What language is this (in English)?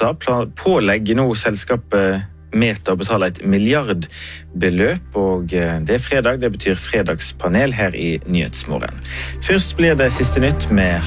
Norwegian